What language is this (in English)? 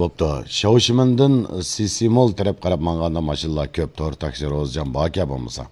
Uyghur